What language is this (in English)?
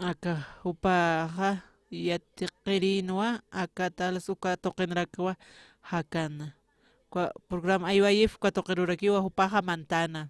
Aymara